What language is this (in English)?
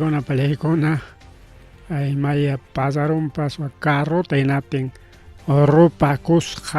Ayacucho Quechua